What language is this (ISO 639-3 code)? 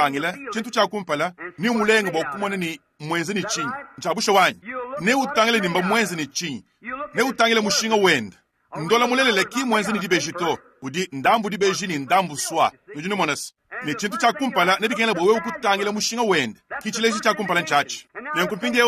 lua